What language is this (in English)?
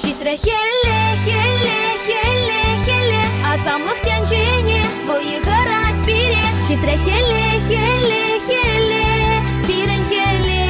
Chuvash